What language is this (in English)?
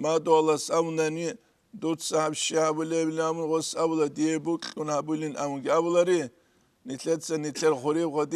Avaric